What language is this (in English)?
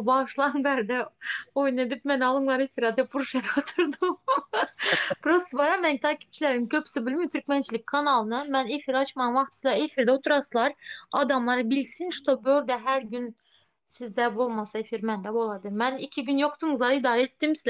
Turkmen